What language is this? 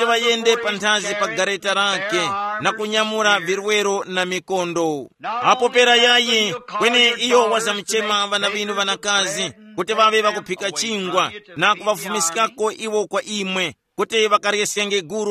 Tumbuka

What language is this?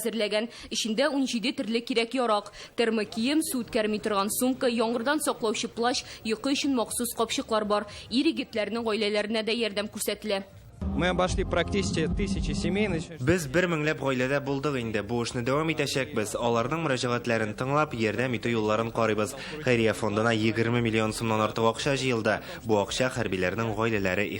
Tatar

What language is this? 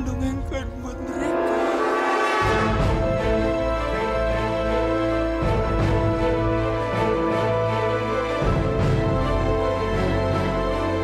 Indonesian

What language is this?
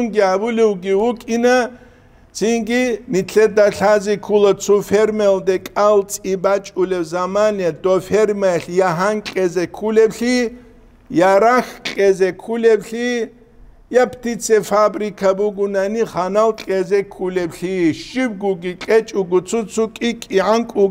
Avaric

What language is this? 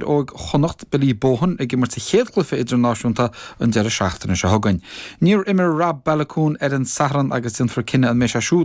Irish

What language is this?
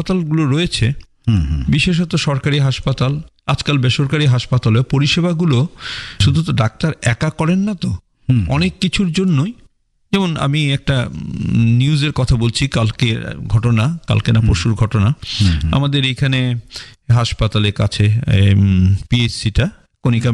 Bangla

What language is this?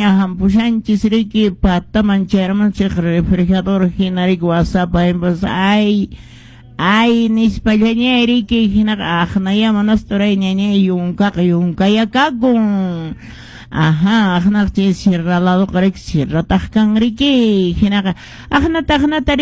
Quechua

